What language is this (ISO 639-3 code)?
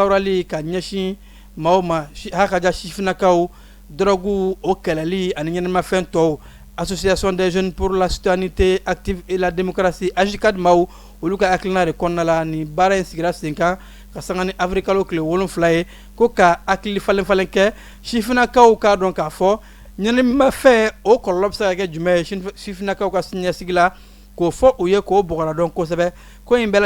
bam